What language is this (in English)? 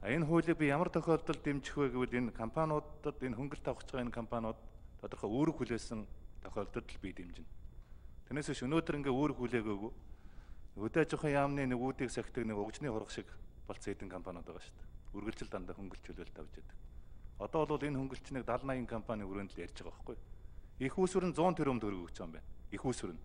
Mongolian